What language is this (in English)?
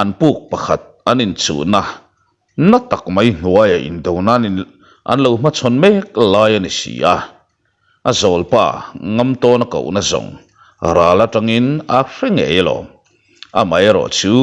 Mizo